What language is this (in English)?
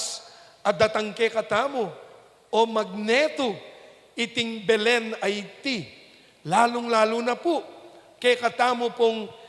Pampanga